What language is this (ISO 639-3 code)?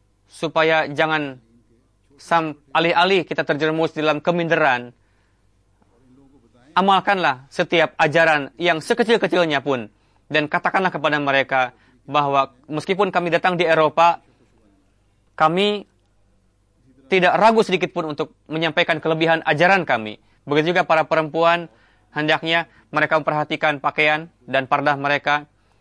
ind